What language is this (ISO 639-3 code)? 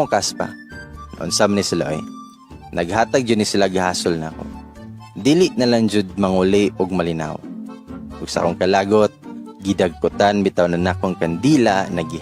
ceb